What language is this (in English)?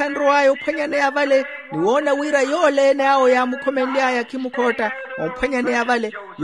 Makhuwa